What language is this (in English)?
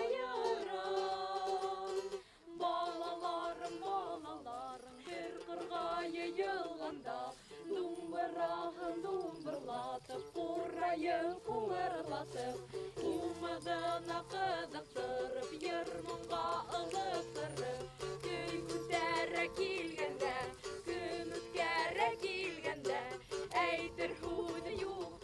Bashkir